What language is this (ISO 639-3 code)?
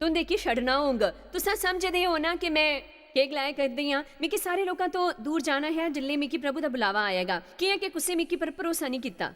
doi